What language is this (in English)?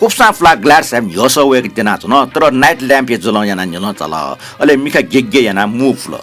Newari